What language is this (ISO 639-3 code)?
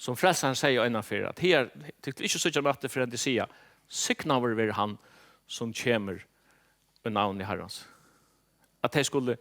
fao